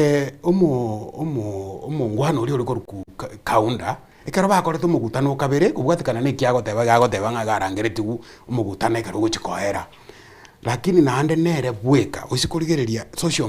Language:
Gusii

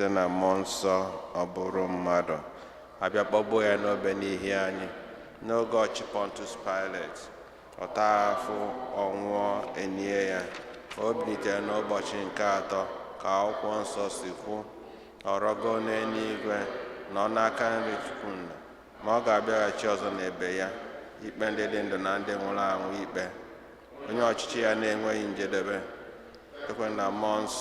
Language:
Igbo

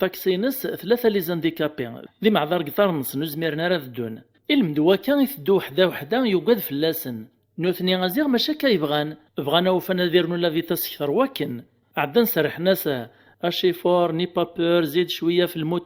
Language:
Kabyle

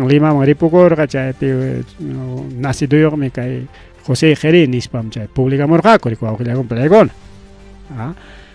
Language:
Ayacucho Quechua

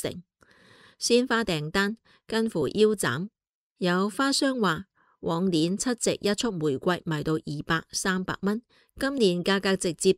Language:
Cantonese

